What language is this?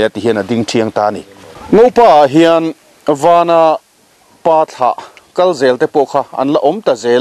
Mizo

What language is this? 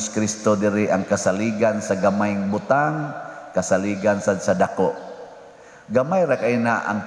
Cebuano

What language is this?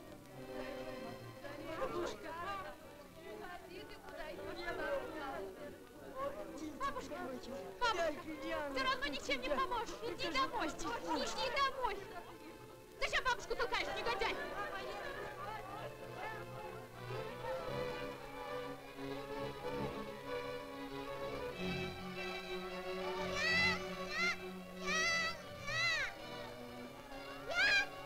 Russian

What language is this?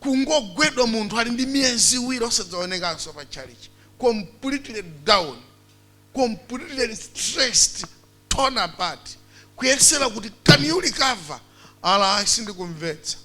Nyanja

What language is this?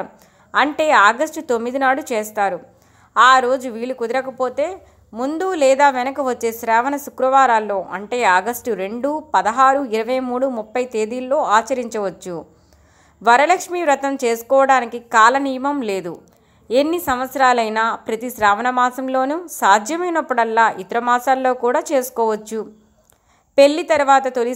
Telugu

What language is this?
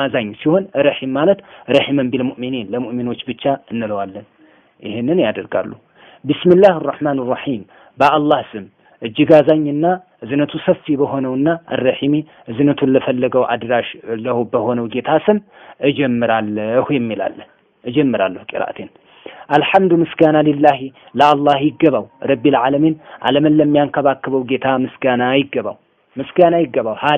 Amharic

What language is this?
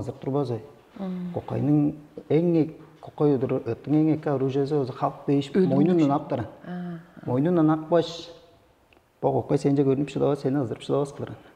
Tuvinian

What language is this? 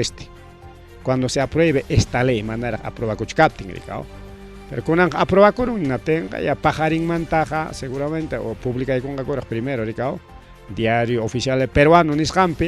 Ayacucho Quechua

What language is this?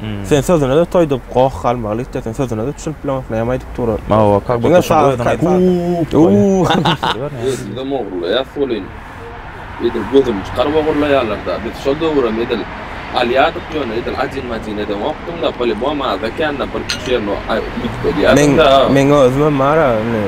Turkmen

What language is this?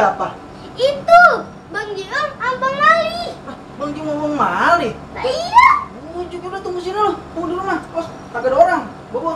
Betawi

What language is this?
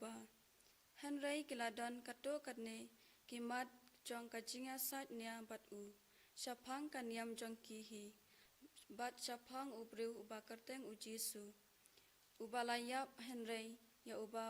Khasi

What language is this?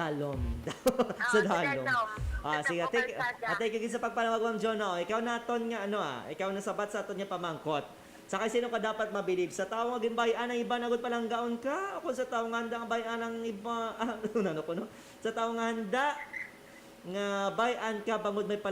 Hiligaynon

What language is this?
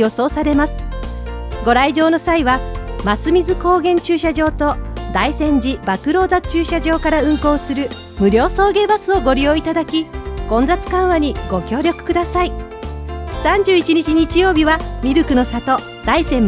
Japanese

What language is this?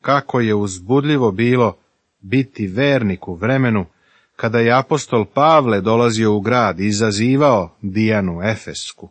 Serbian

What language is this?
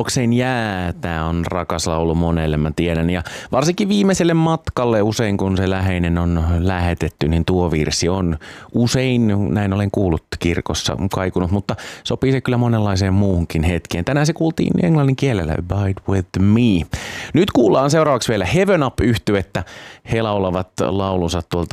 Finnish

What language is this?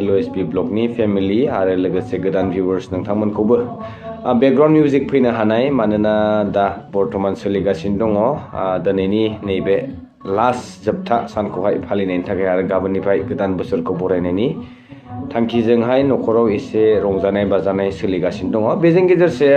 Bodo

